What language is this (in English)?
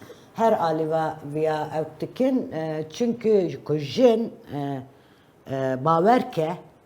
Kurdish